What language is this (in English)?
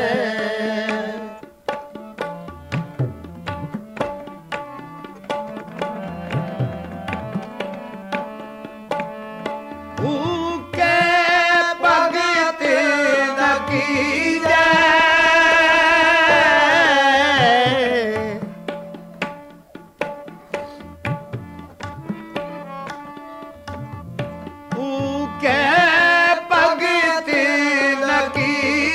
Hindi